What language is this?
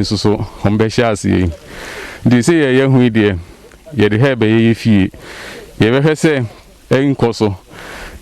Akan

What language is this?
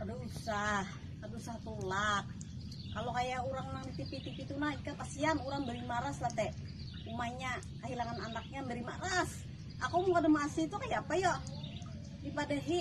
Banjar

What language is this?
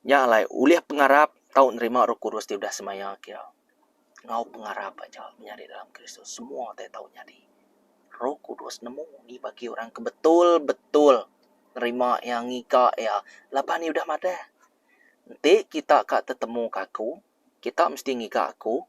Iban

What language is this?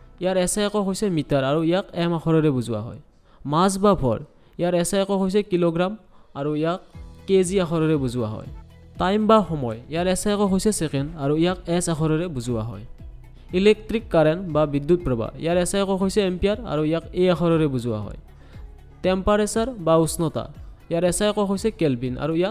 Assamese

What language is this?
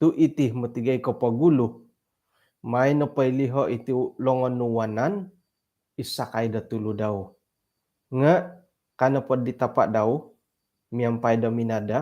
Central Dusun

